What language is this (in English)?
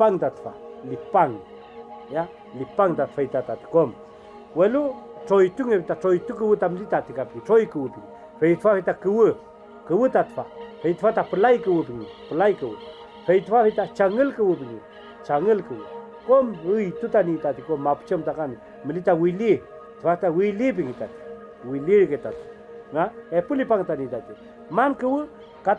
Mapuche